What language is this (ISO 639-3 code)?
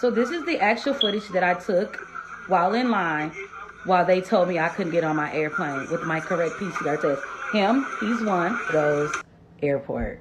pcm